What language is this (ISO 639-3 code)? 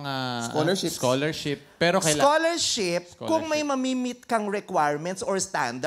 fil